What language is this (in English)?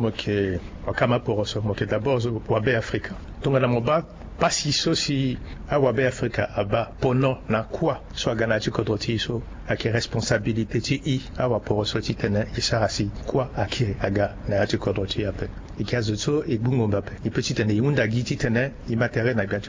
Sango